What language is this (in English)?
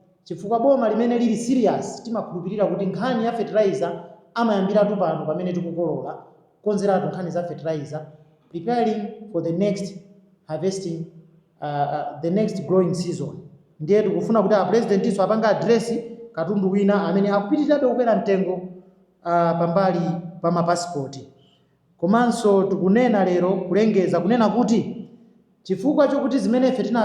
Nyanja